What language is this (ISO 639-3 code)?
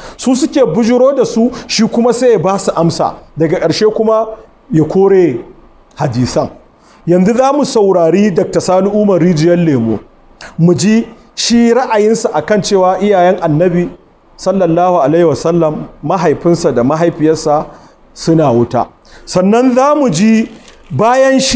hau